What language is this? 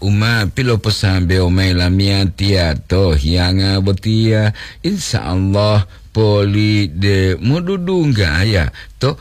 Gorontalo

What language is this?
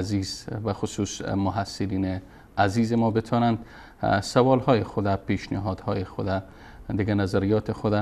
Persian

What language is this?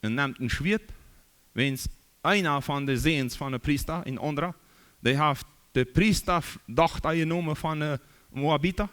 Plautdietsch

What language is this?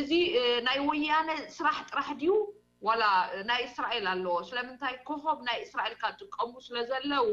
Tigrinya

